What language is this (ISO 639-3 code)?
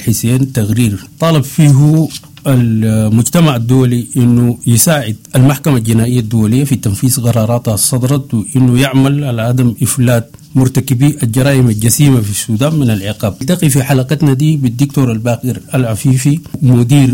apd